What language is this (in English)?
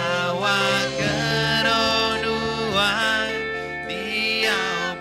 Iban